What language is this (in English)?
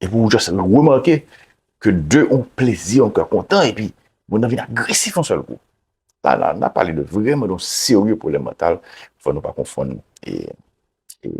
Haitian Creole